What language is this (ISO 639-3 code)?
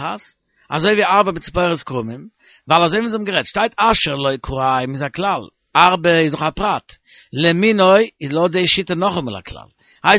yid